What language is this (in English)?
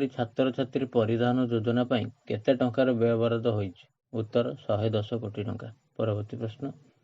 Odia